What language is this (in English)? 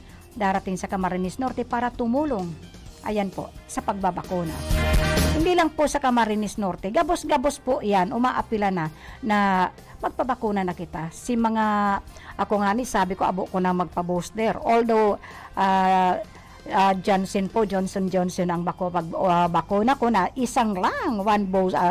Bikol